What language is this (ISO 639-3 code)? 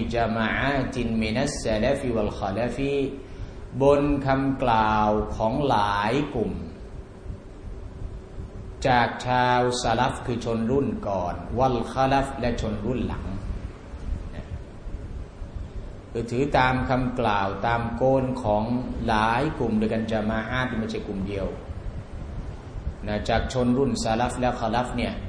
tha